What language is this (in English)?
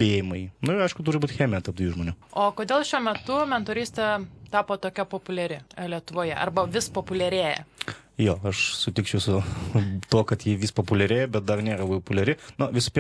Lithuanian